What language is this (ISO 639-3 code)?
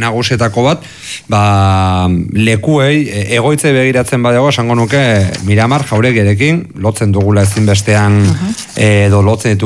eus